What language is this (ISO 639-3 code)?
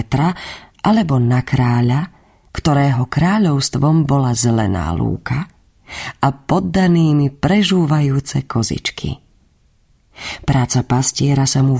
slk